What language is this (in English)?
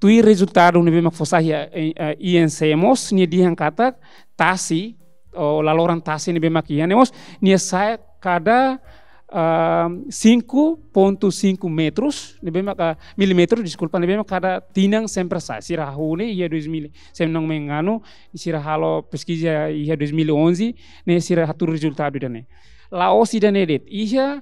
Tetum